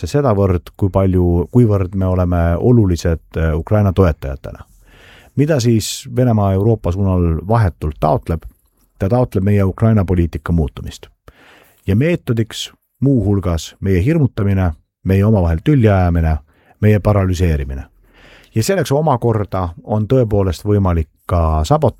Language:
Estonian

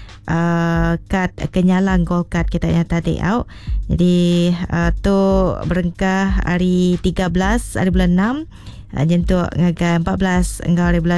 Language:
Iban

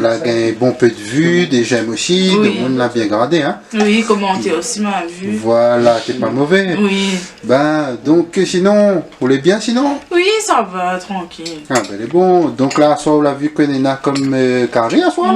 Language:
Réunion Creole French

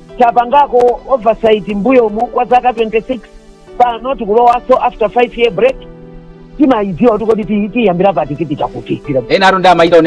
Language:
Nyanja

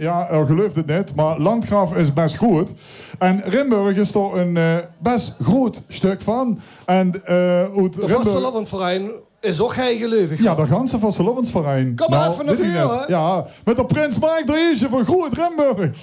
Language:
Limburgish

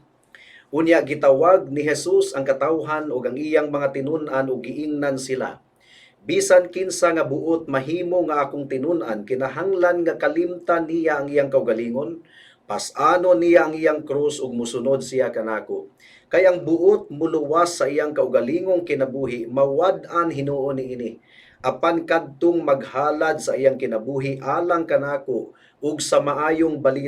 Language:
Cebuano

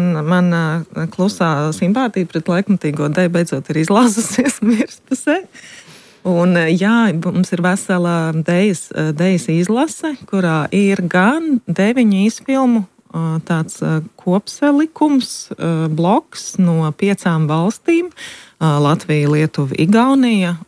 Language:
Latvian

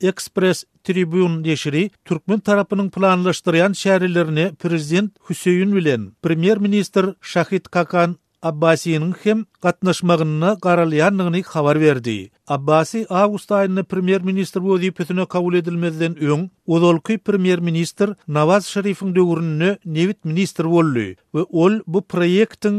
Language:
Turkmen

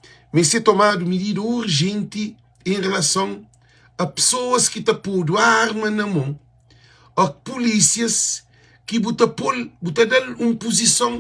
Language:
Kabuverdianu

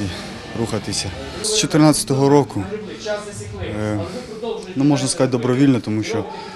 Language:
Ukrainian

